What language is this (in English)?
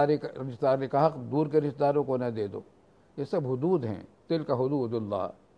Urdu